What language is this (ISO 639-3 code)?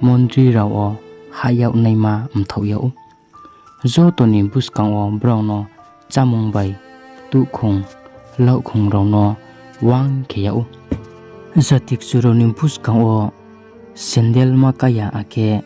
ria